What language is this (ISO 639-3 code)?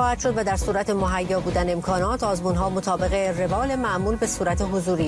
fas